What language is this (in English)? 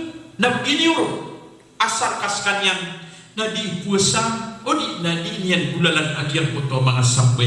Maranao